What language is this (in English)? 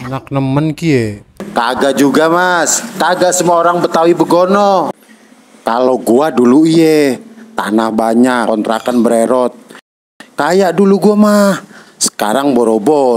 Betawi